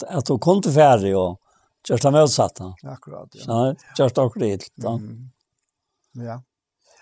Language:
Faroese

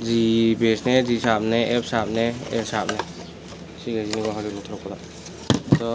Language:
Manipuri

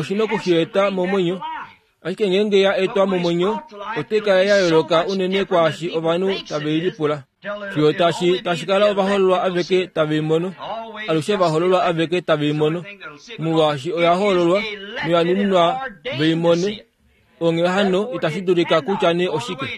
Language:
Kuanyama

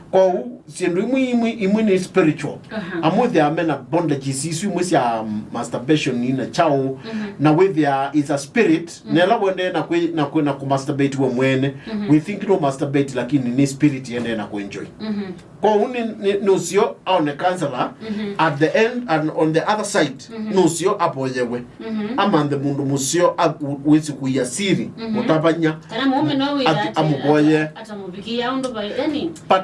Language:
Kamba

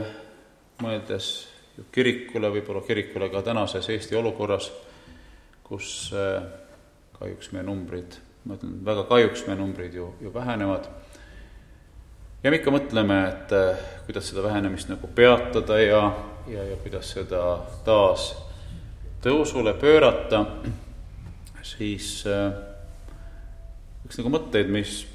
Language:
Estonian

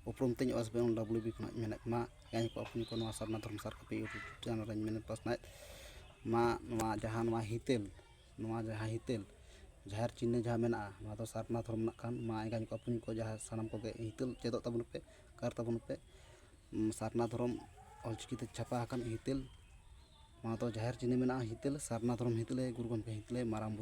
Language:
Santali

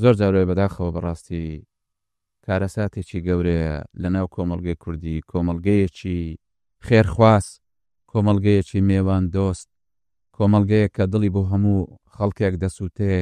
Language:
Central Kurdish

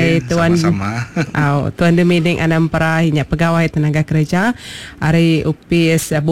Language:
Iban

